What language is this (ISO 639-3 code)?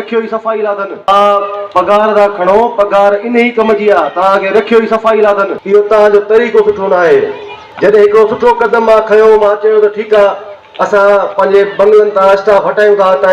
snd